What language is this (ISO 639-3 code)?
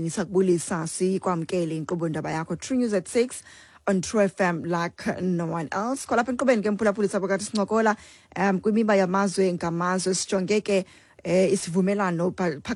xho